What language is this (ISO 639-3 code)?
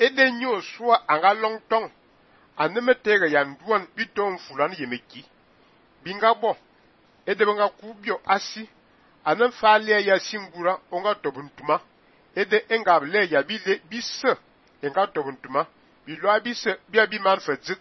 fan